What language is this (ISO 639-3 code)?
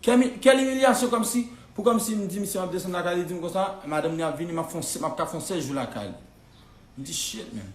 hat